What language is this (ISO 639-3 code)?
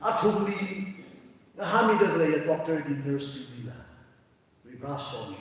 nmf